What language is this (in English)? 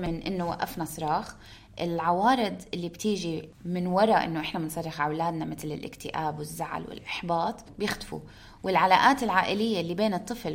North Levantine Arabic